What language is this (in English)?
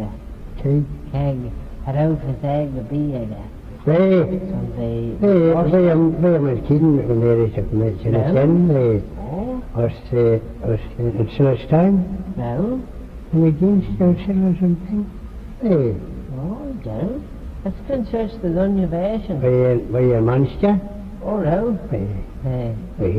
Manx